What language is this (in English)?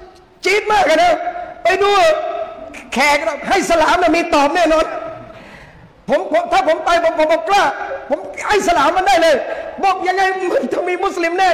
Thai